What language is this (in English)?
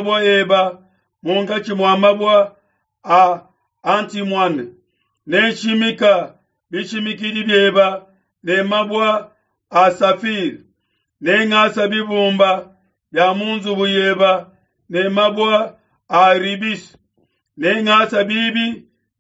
Luba-Lulua